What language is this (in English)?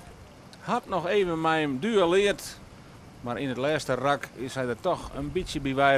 Western Frisian